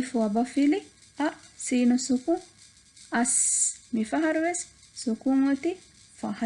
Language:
Divehi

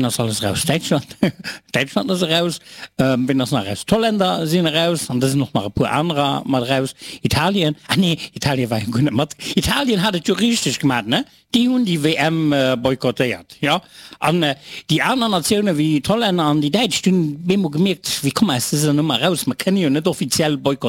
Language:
Luxembourgish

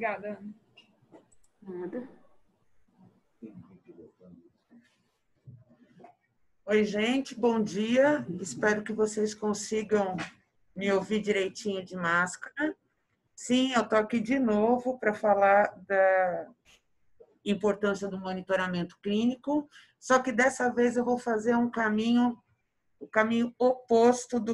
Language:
Portuguese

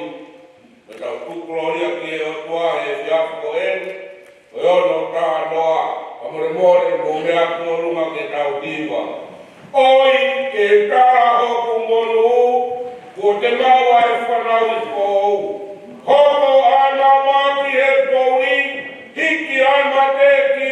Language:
Tongan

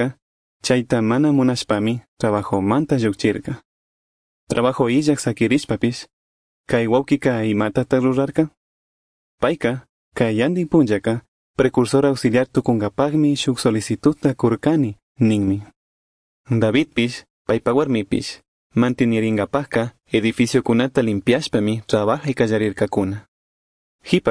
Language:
Chimborazo Highland Quichua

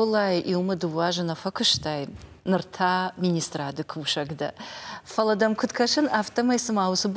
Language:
Ossetic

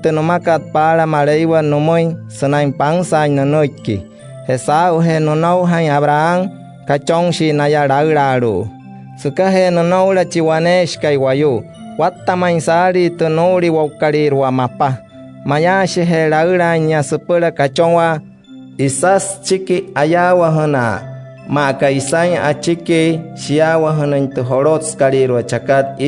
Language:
Wayuu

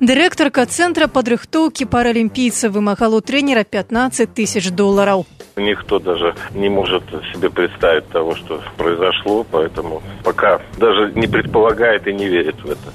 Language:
Belarusian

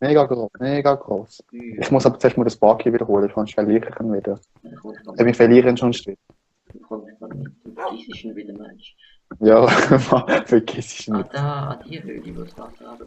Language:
Swiss German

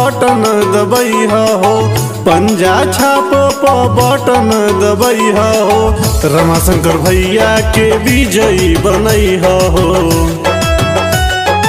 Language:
Bhojpuri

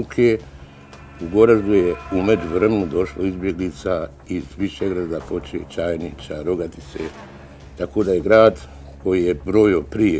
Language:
Bosnian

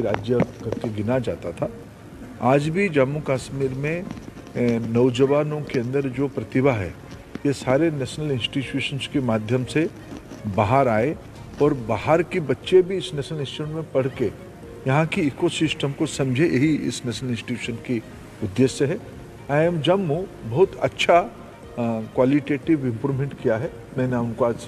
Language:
Hindi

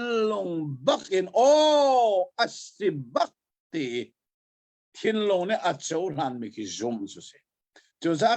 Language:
Hakha Chin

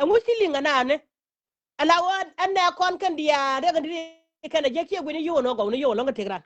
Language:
Nuer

